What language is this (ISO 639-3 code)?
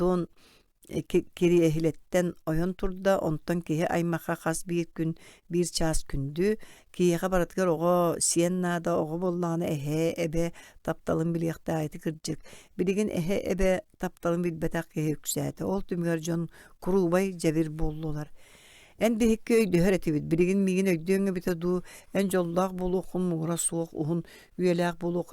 sah